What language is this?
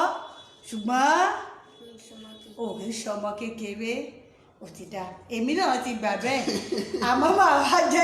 Yoruba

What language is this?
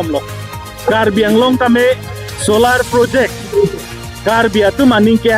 Karbi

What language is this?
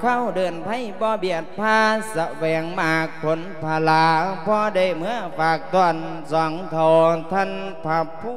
Lao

